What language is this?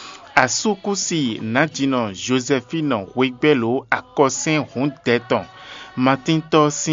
Fon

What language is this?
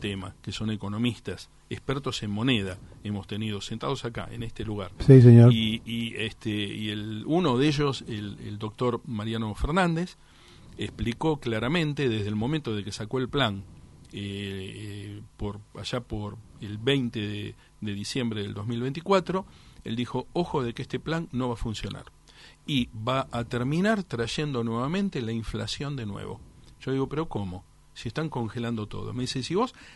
Spanish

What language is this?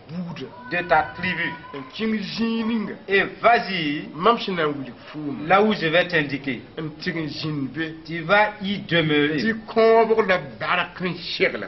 Mossi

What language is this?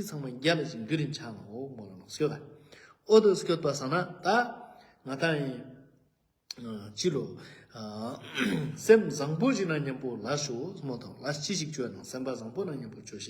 Ladakhi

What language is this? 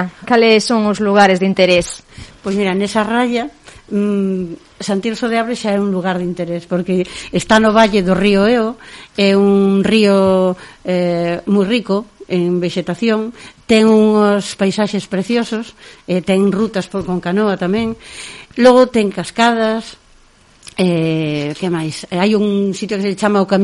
Galician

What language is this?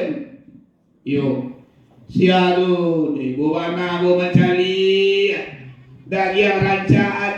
Minangkabau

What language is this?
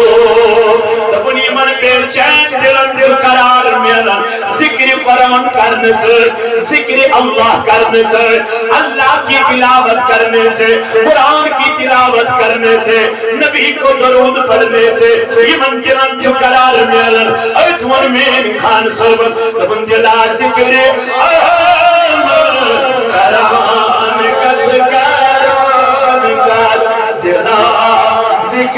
Kashmiri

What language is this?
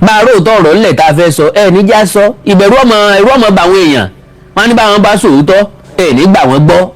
Yoruba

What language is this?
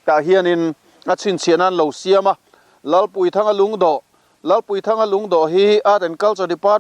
Mizo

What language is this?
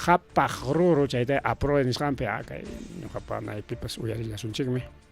Ayacucho Quechua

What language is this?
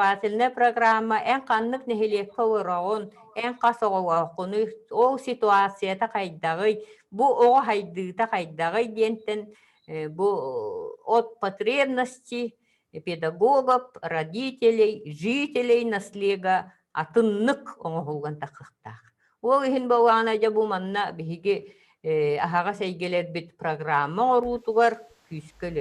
Yakut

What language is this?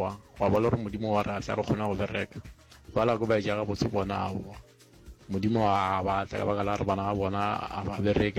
Northern Sotho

